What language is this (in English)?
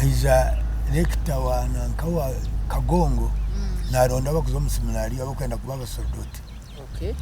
Nyankole